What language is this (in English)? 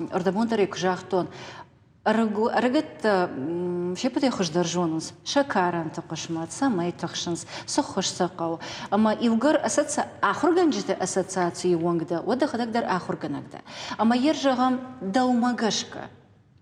Ossetic